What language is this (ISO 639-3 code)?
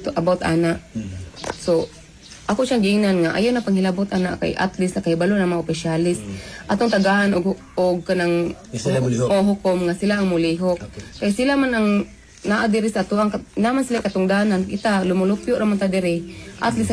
ceb